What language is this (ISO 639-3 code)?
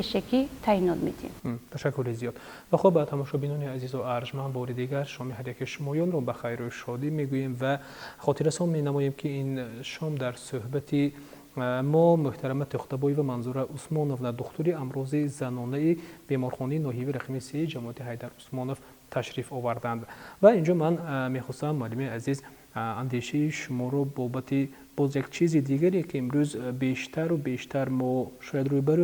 tgk